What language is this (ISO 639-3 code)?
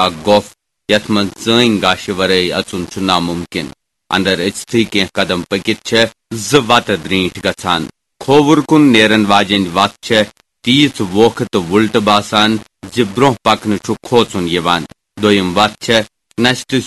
kas